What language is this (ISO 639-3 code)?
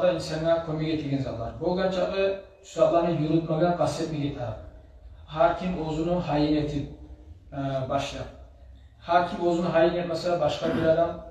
kum